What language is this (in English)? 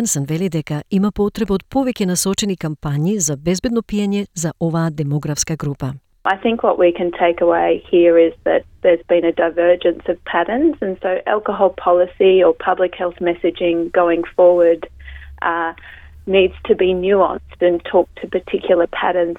Macedonian